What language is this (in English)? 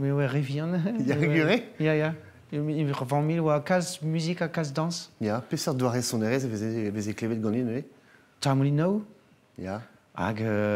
Breton